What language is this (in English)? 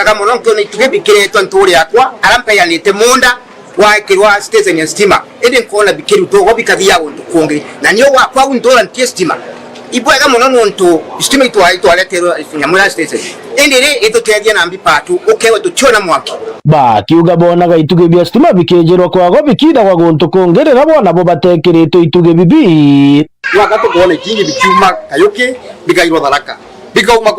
Meru